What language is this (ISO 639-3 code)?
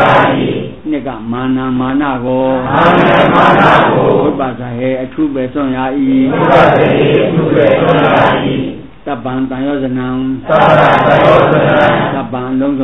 mya